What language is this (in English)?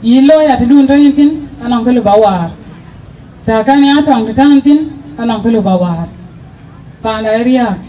Dinka